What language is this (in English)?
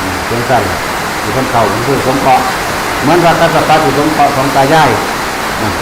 Northeastern Thai